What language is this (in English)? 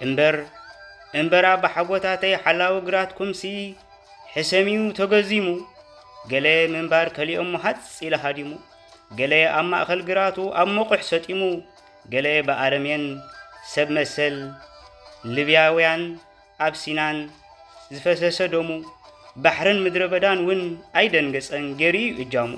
Tigrinya